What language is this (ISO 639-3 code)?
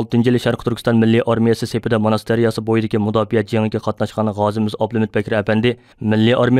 uig